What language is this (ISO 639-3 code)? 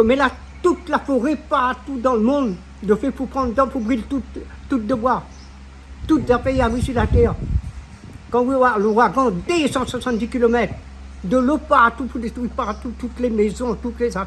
rcf